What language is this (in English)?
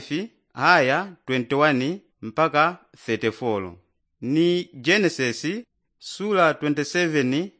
Yao